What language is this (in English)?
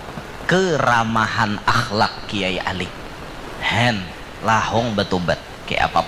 Banjar